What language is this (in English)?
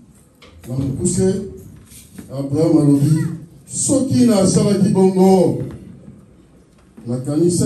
Lingala